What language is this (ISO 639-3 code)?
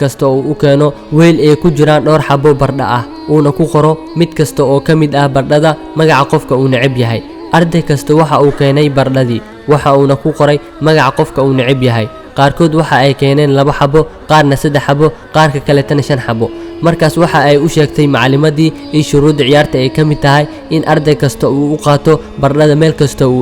som